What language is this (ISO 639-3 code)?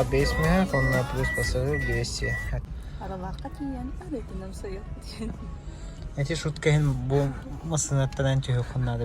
sah